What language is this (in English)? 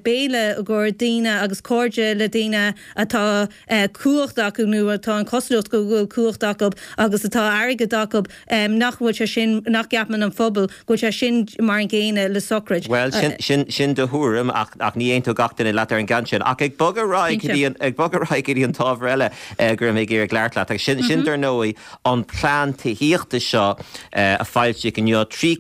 Irish